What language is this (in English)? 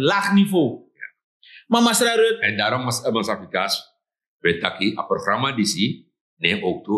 Sranan Tongo